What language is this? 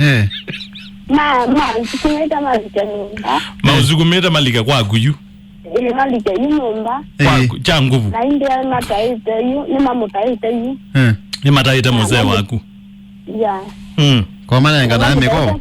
Kamba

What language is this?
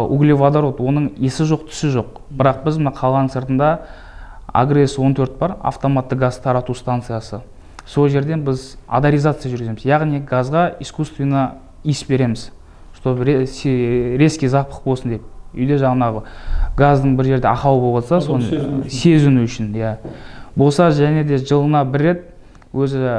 Kazakh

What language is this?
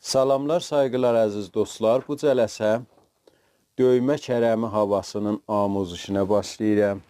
South Azerbaijani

